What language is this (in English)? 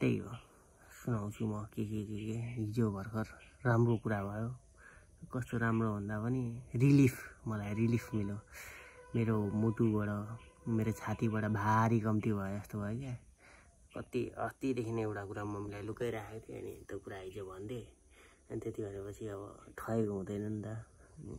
Nepali